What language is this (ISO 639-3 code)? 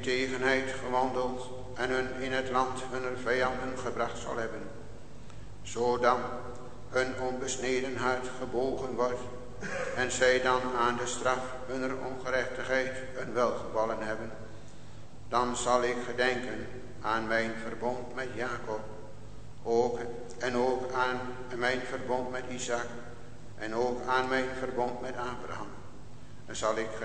nld